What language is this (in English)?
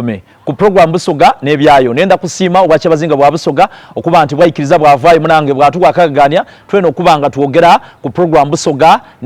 Soga